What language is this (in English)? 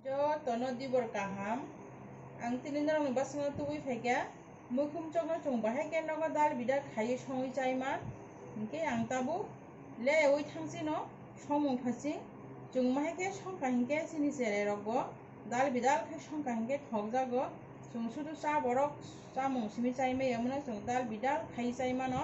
Kok Borok